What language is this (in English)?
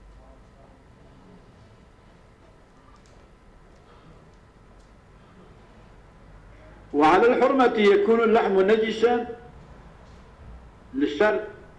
Arabic